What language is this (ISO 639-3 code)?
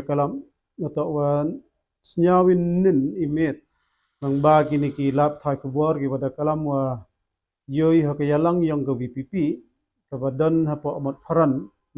kha